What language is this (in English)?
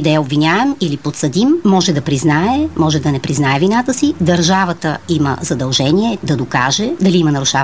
Bulgarian